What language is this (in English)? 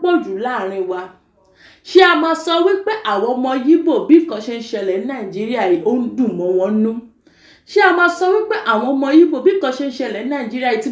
Yoruba